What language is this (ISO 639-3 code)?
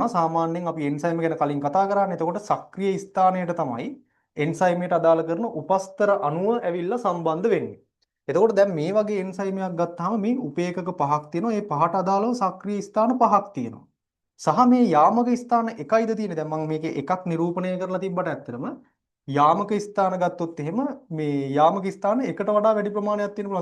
sin